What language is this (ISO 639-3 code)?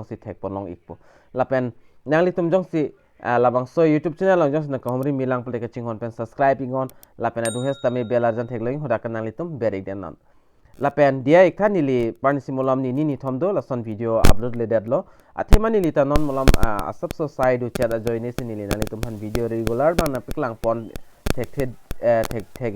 mjw